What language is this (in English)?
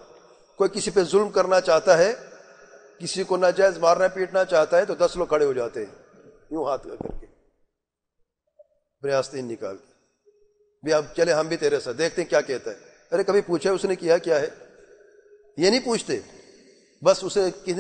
Urdu